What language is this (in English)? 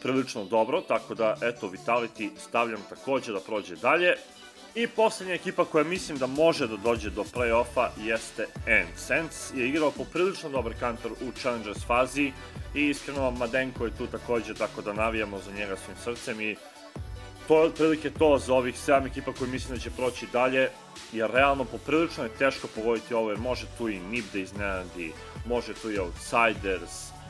Serbian